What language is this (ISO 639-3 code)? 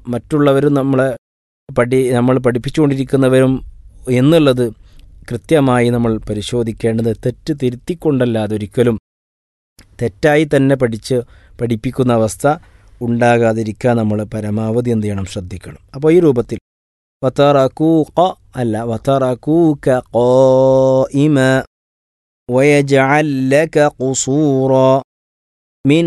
mal